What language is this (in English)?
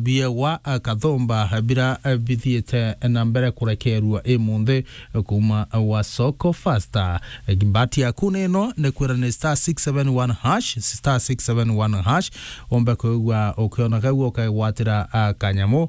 Meru